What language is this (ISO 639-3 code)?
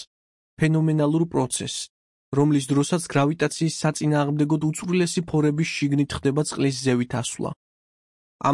kat